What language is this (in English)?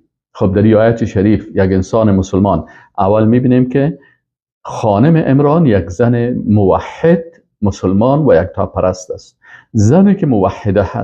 Persian